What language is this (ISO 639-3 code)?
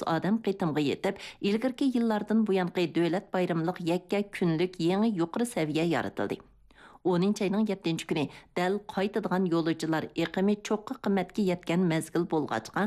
uig